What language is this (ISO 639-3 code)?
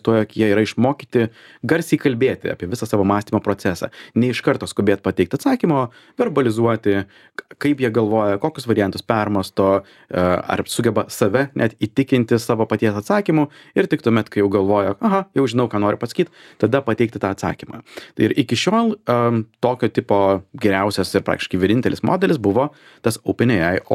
lit